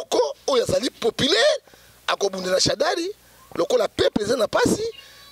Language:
Lingala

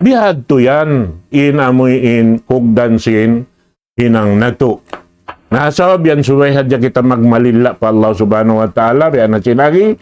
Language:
Tausug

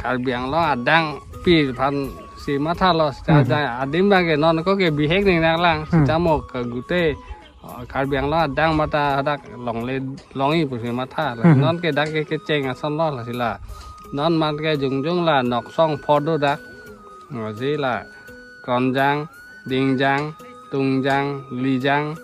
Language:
Karbi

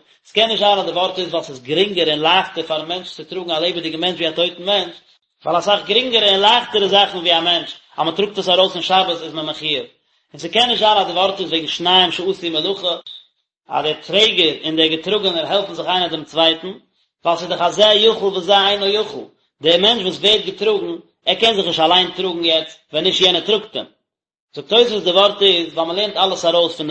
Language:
Yiddish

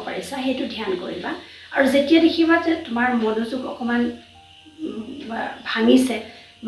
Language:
Assamese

